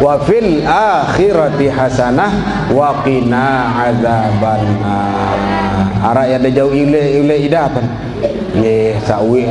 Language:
Sasak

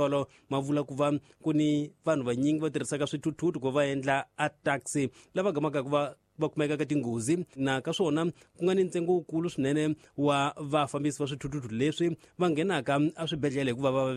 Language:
Tsonga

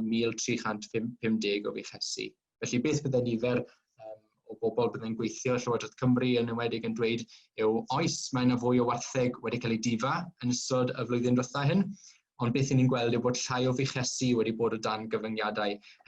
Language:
Welsh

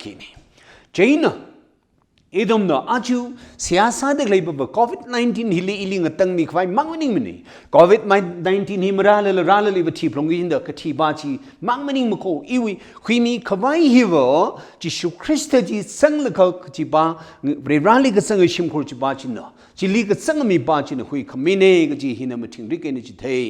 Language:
Tangkhul Naga (India)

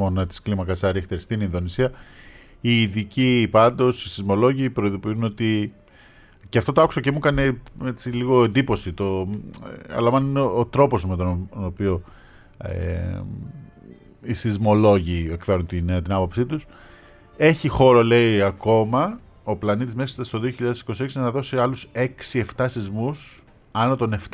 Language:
Greek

